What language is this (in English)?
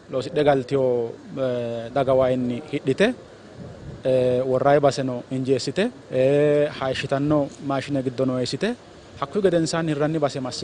Sidamo